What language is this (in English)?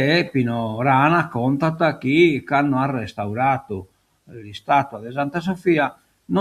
Sardinian